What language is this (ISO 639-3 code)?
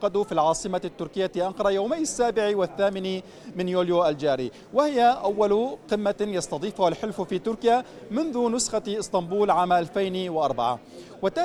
ara